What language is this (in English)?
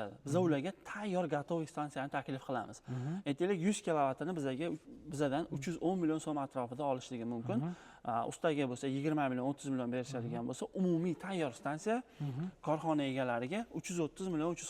Uzbek